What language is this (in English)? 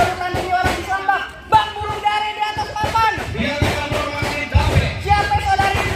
Betawi